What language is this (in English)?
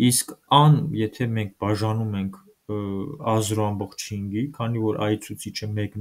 Armenian